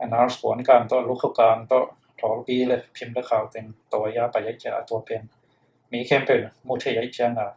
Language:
Tedim Chin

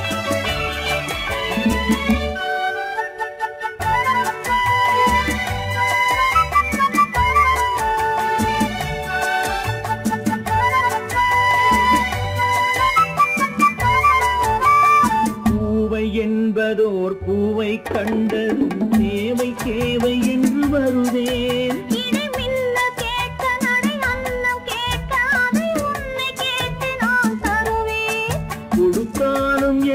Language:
Tamil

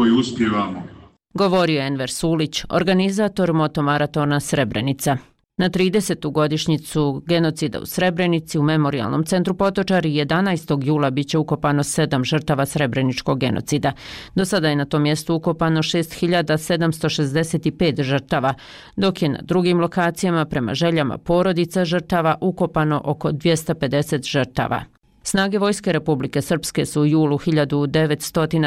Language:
Bosnian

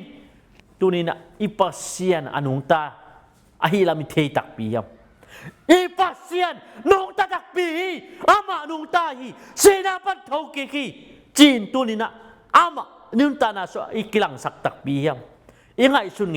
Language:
Tedim Chin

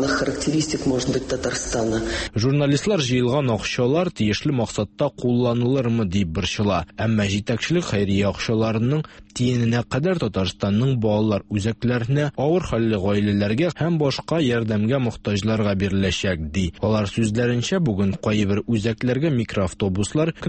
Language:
Tatar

